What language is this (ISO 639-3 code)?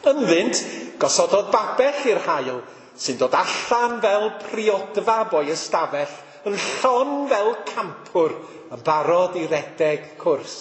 cym